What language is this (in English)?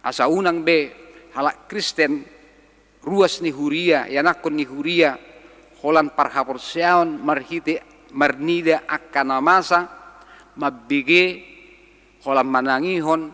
Batak Toba